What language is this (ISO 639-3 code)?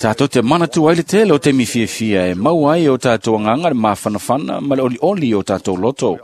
smo